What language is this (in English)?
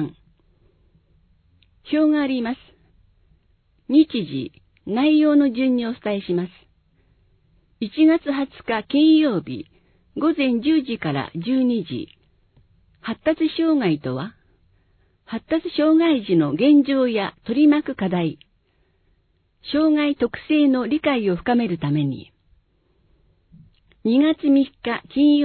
Japanese